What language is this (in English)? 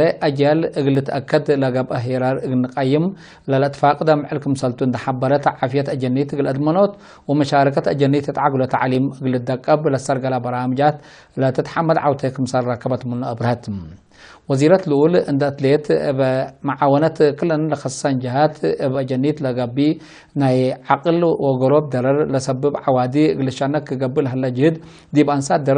Tigre